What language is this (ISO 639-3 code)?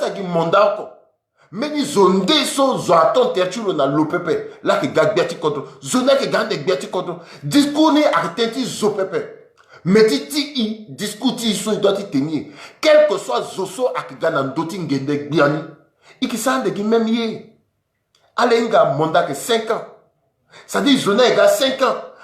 sag